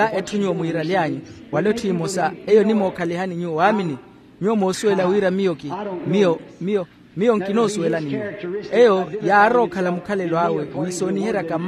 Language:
Makhuwa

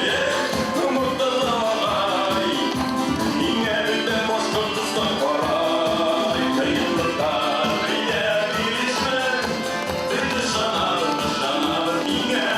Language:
Bashkir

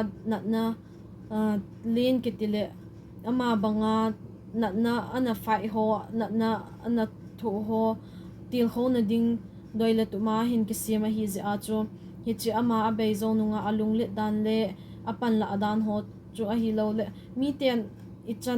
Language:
Thado Chin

